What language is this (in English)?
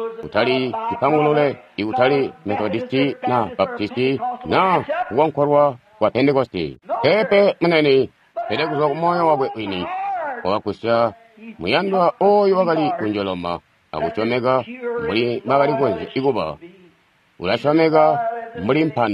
Tonga (Zambia)